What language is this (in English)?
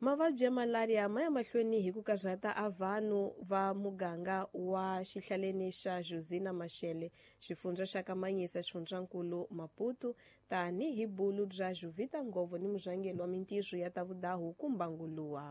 Tsonga